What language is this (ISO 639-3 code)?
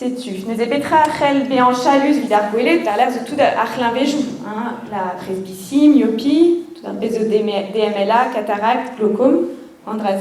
bre